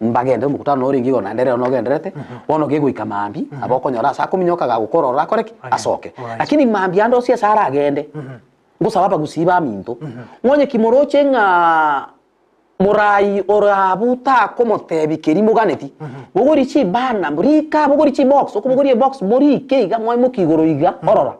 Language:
Gusii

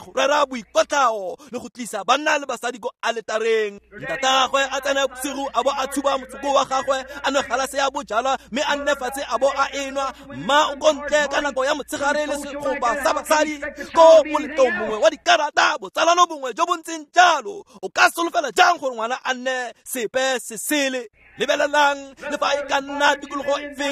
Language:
Tswana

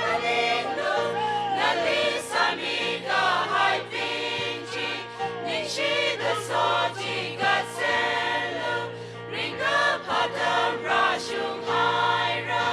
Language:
Tangkhul Naga (India)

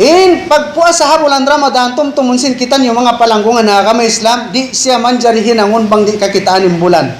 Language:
Tausug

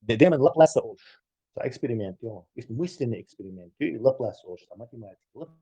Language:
Chechen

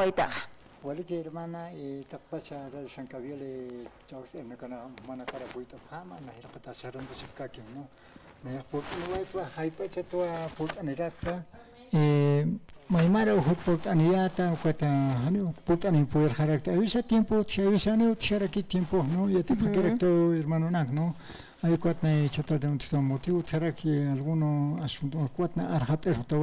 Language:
Aymara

